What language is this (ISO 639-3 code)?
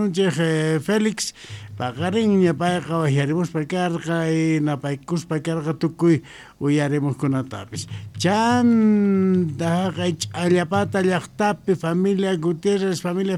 quh